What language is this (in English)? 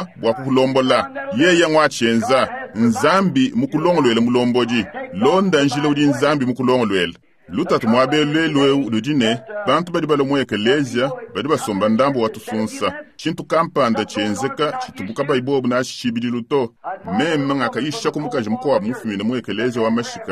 Luba-Lulua